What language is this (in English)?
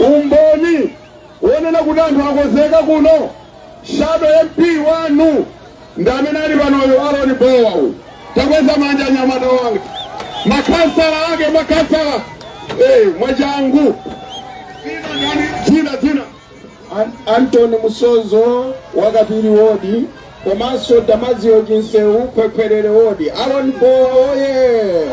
Nyanja